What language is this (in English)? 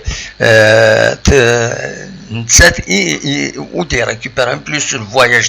Kabyle